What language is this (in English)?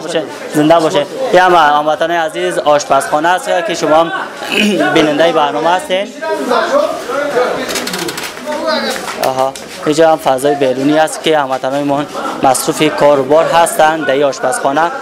Persian